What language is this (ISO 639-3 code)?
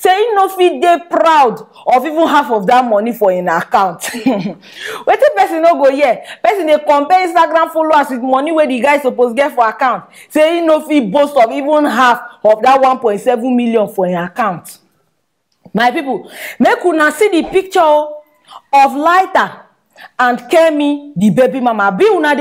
pcm